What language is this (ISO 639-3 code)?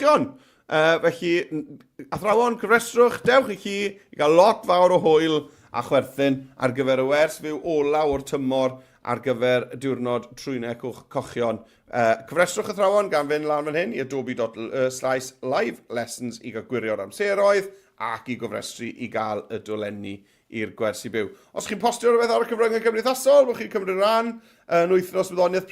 cym